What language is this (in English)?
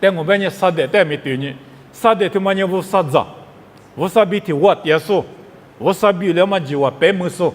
Lisu